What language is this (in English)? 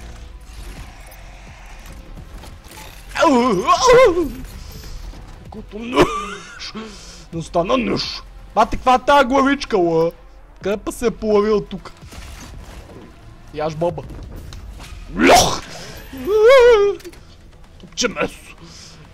Bulgarian